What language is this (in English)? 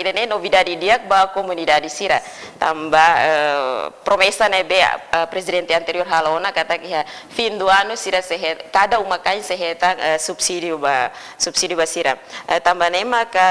Tetum